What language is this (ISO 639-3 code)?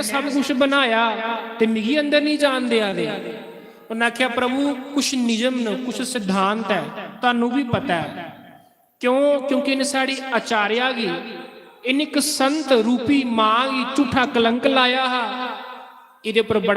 doi